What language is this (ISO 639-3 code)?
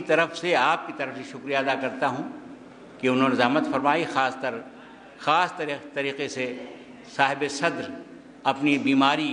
urd